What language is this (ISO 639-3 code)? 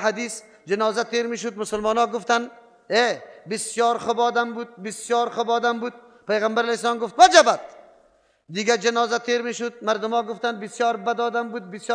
fas